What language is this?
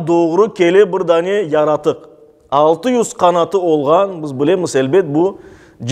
Crimean Tatar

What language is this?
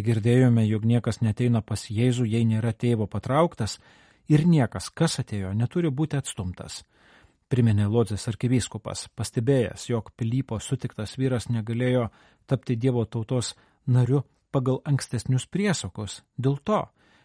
Lithuanian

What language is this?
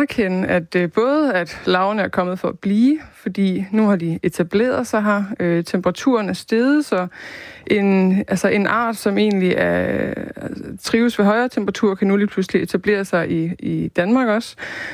Danish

